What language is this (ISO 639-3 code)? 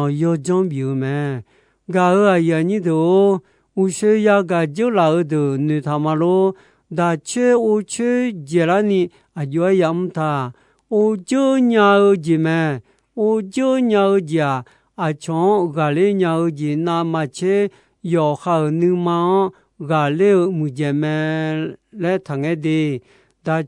ahk